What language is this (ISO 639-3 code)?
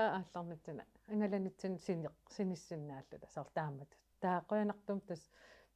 kal